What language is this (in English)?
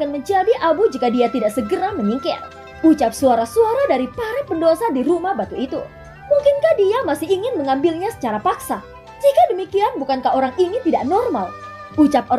Indonesian